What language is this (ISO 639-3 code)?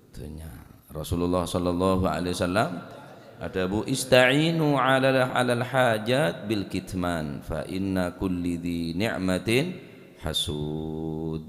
mad